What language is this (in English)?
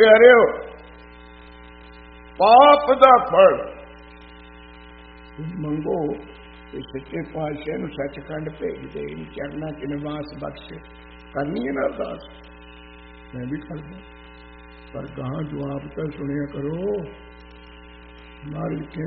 Punjabi